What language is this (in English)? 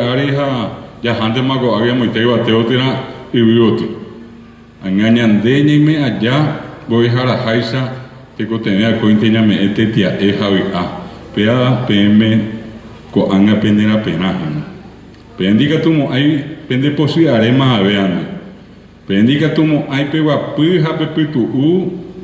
Guarani